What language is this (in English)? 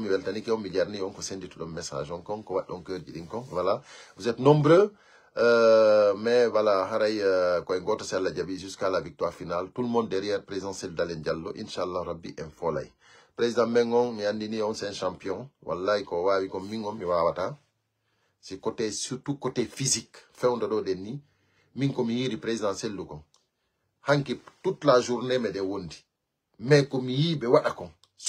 Fula